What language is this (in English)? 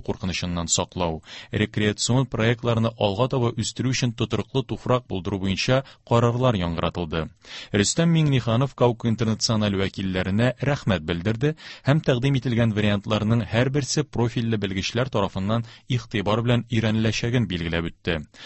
Tatar